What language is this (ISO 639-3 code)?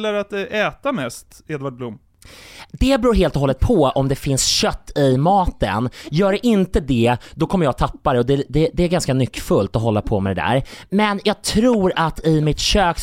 swe